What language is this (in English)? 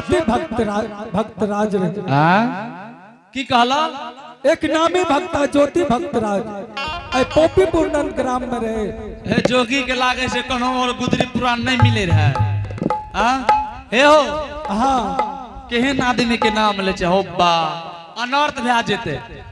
Angika